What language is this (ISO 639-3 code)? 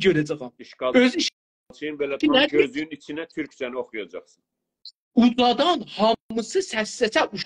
azb